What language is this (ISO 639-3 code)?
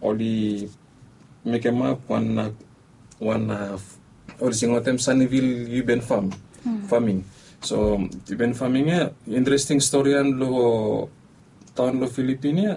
bis